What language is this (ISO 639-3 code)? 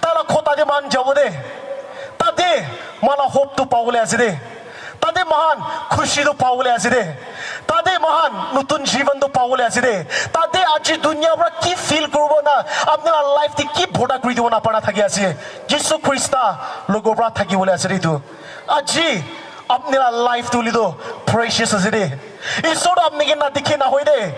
nag